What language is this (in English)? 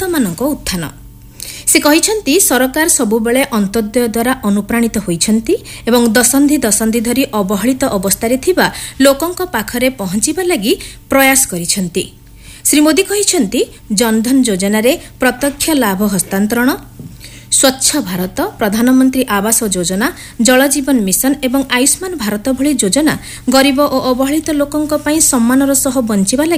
Odia